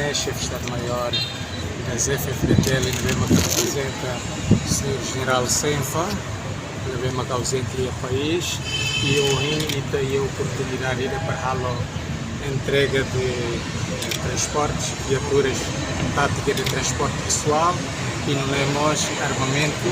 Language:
Tetum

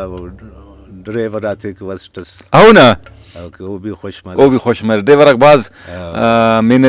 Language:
Brahui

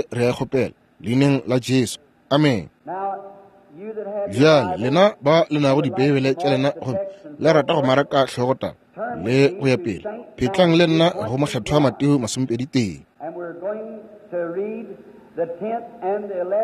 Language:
Northern Sotho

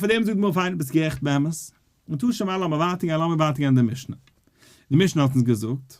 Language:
Yiddish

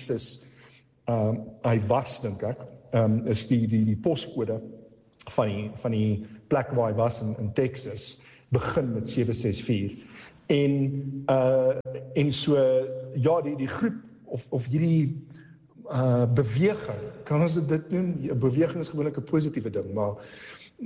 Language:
Afrikaans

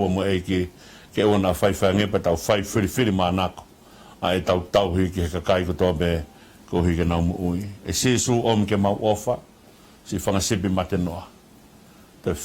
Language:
Tongan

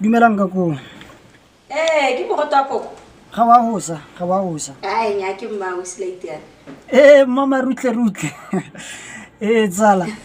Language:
Tswana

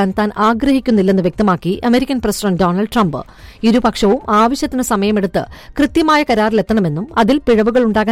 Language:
Malayalam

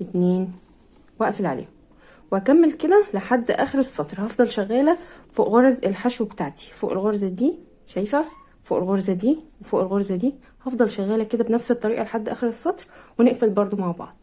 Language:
Egyptian Arabic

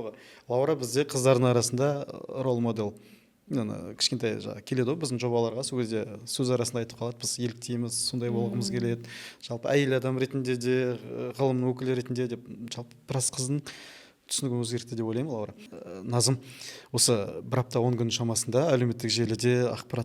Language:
Kazakh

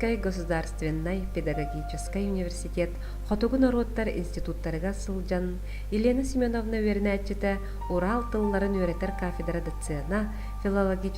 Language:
Yakut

